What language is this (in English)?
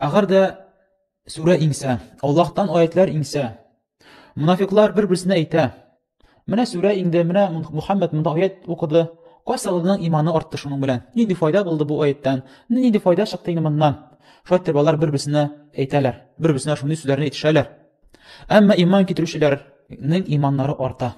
Tatar